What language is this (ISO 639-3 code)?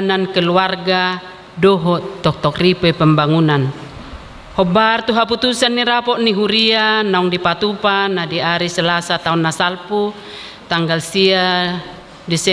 bbc